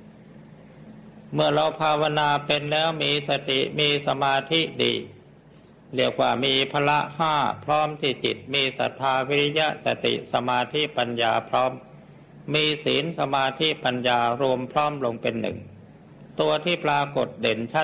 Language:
Thai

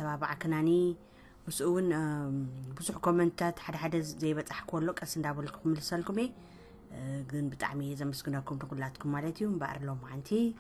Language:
Tigrinya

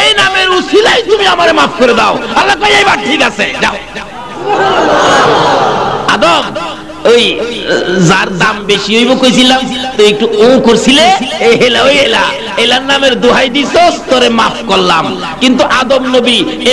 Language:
Bangla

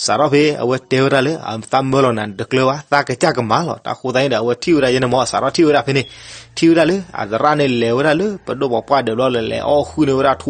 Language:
S'gaw Karen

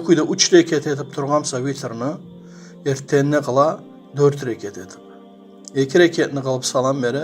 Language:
Kumyk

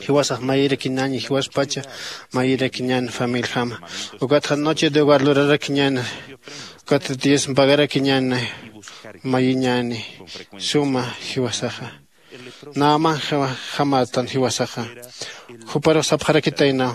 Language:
Aymara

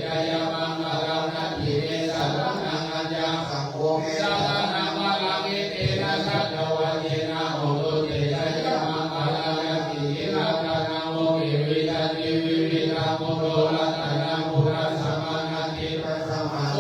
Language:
Pali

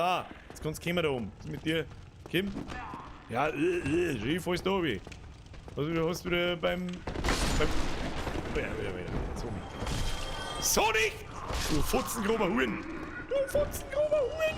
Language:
Bavarian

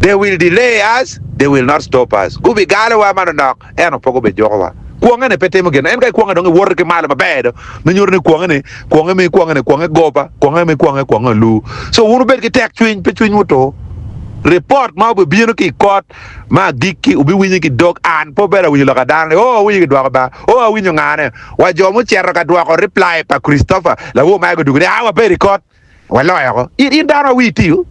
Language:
Acoli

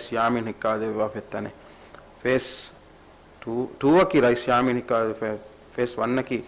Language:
Divehi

